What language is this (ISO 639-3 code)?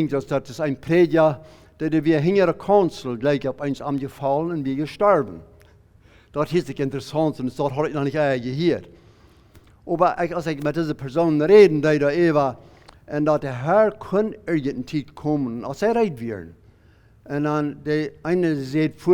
pdt